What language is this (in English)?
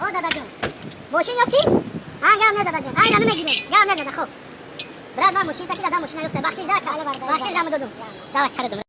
Tajik